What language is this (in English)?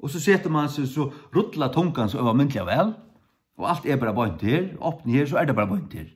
Faroese